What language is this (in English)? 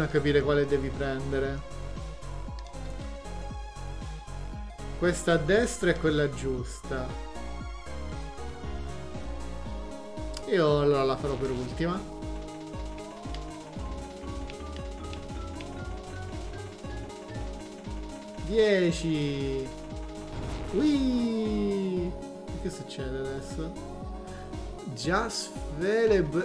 Italian